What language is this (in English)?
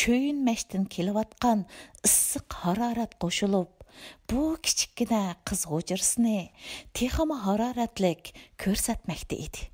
Uyghur